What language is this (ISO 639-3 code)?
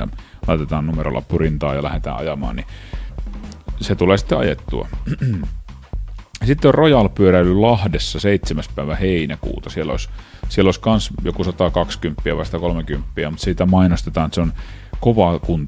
fin